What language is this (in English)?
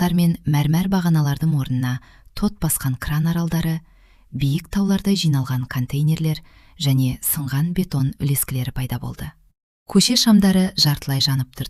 Kazakh